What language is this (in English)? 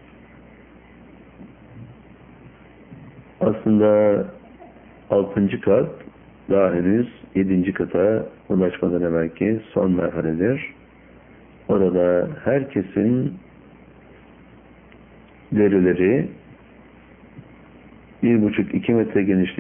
Turkish